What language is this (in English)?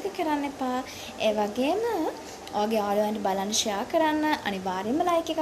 Sinhala